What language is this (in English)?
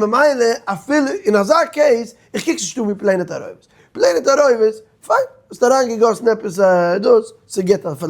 Yiddish